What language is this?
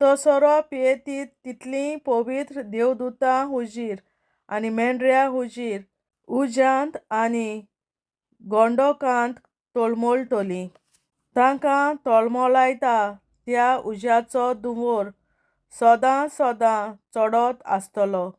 Konkani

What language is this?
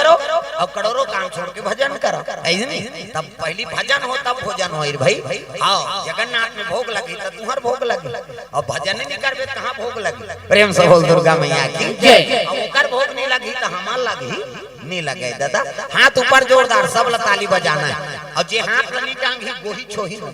Chhattisgarhi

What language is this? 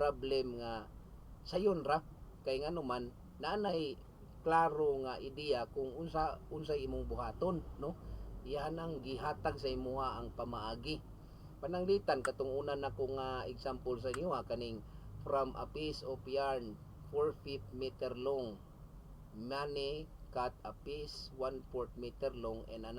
Cebuano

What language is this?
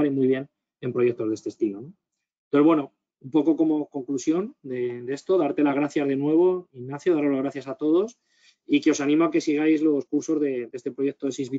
Spanish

